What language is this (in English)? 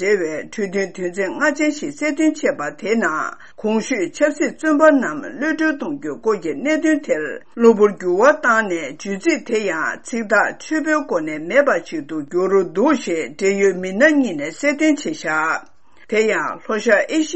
Tibetan